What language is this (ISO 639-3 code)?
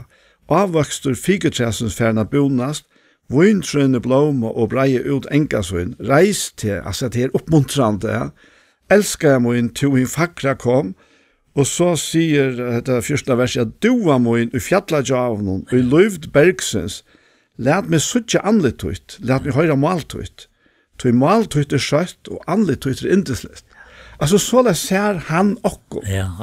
fao